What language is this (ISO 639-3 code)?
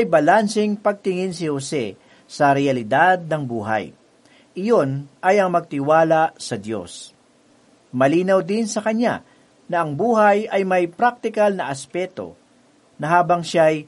fil